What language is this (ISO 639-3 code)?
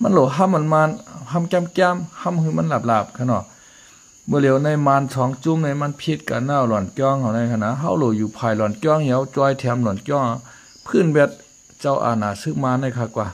shn